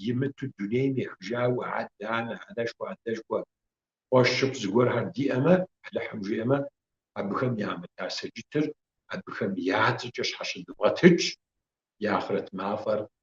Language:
Kabardian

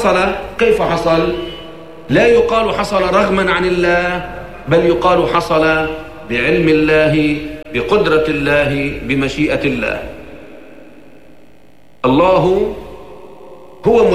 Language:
Arabic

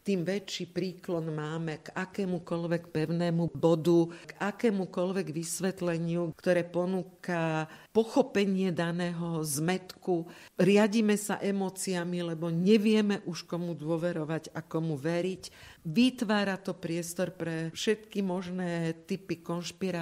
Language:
Slovak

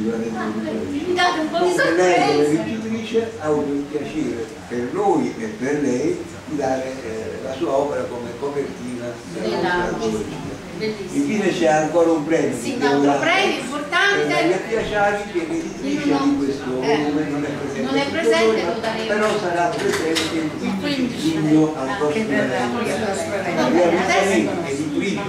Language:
Italian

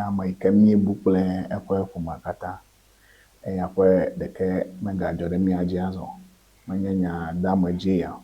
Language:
Ewe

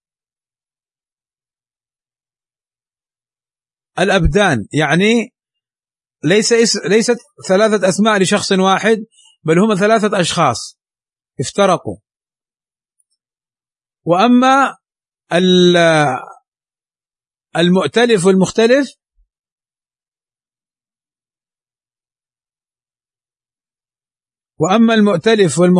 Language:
Arabic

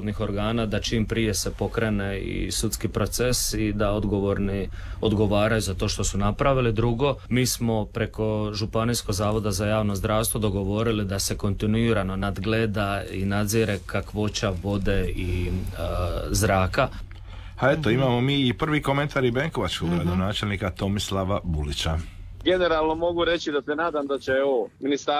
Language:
Croatian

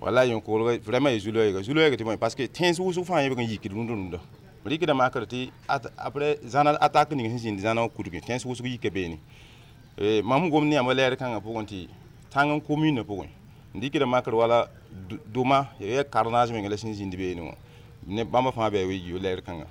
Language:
Mossi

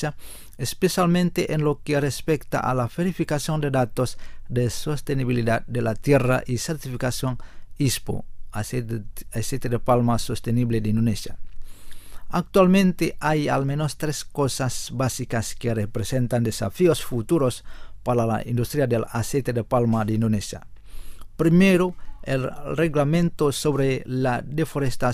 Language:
Spanish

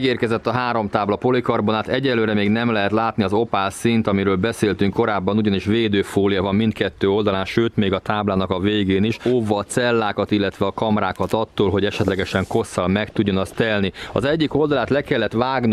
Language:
Hungarian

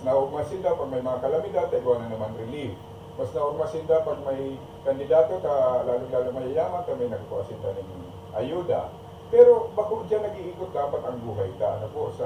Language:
Bikol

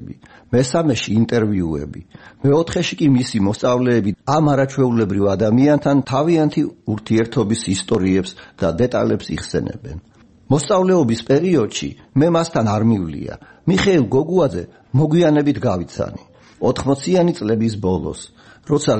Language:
Georgian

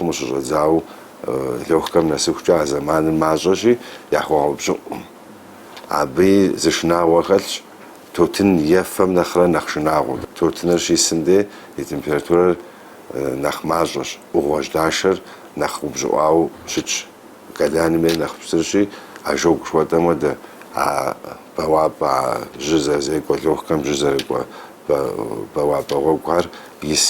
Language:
Kabardian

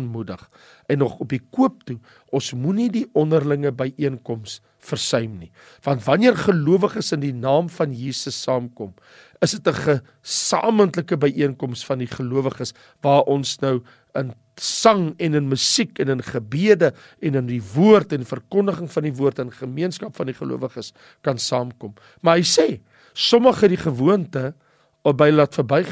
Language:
Afrikaans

